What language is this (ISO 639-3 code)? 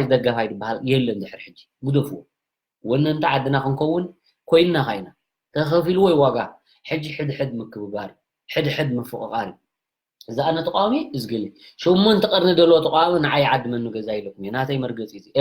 tir